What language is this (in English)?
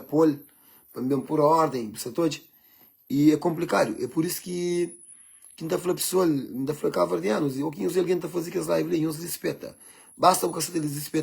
Kabuverdianu